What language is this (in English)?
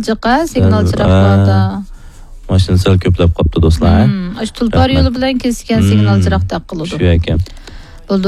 Uyghur